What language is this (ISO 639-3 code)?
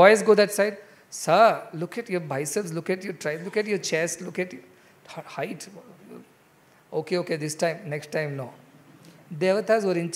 eng